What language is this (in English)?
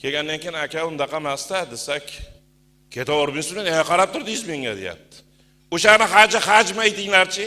Uzbek